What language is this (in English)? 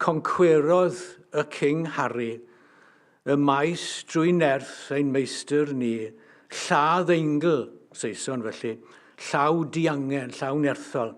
Welsh